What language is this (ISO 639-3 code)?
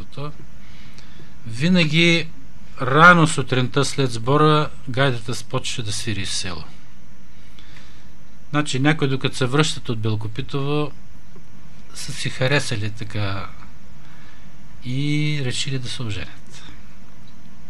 bul